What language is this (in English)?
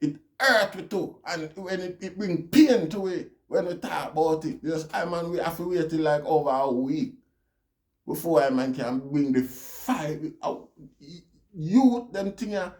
Jamaican Creole English